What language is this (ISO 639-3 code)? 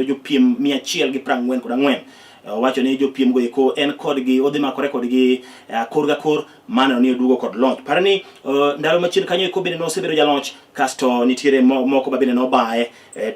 luo